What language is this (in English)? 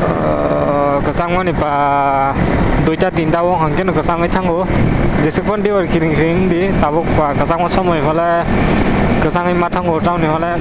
Kok Borok